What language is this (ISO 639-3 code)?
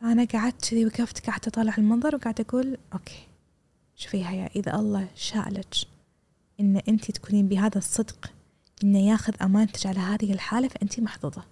afb